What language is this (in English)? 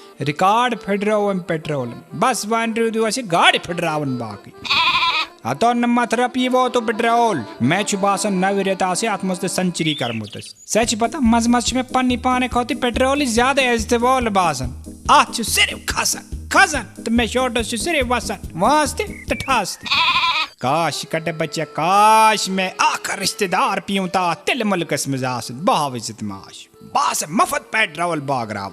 Kashmiri